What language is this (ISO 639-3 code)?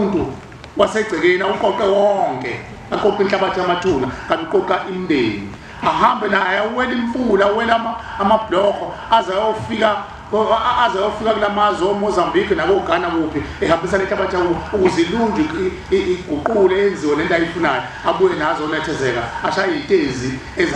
zul